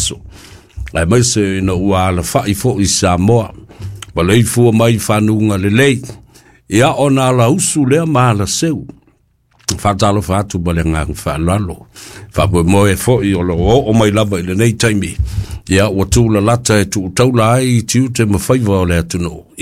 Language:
Samoan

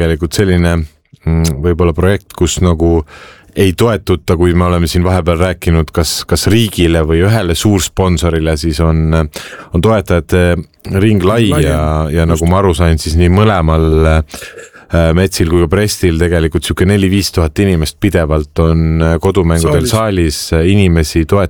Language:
Estonian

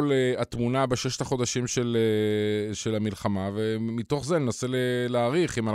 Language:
Hebrew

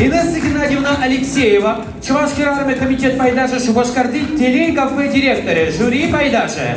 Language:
Chuvash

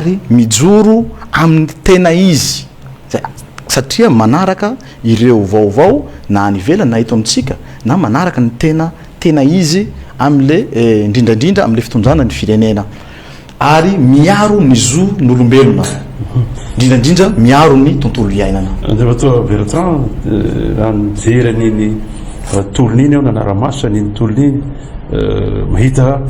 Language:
Malagasy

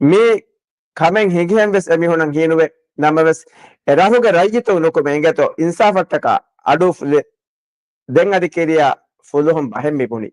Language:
Divehi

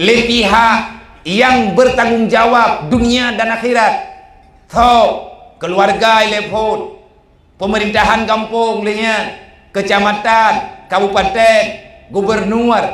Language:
Achinese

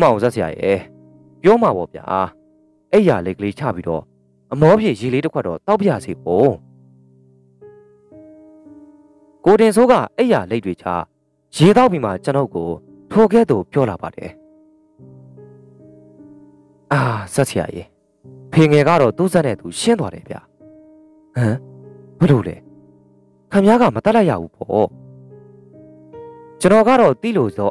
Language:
Burmese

